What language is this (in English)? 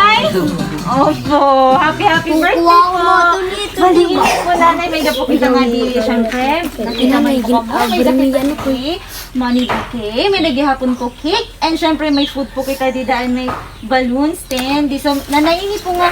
Waray